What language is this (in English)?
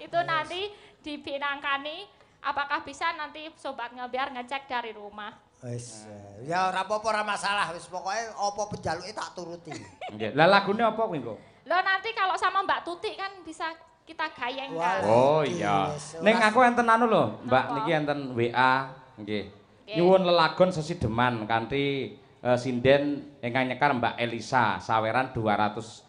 Javanese